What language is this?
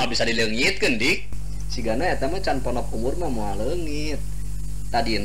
Sundanese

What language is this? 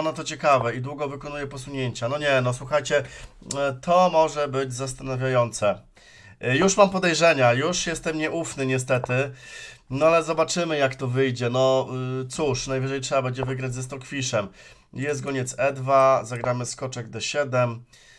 Polish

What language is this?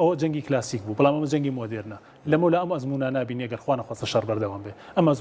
Central Kurdish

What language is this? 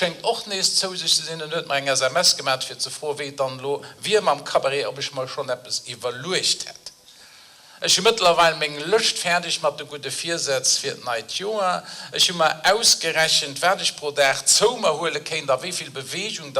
Luxembourgish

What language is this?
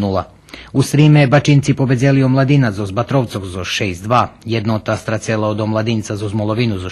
Rusyn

